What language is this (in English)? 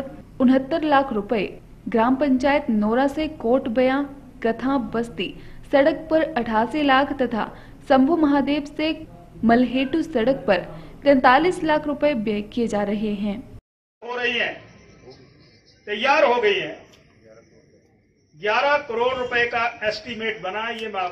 Hindi